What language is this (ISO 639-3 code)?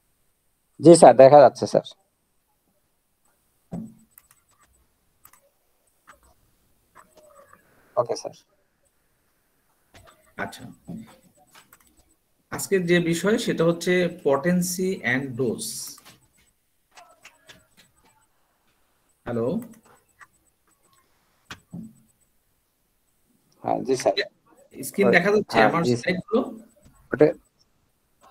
ben